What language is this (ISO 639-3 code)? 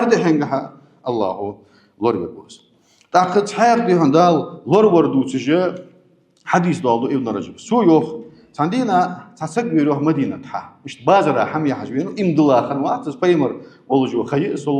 inh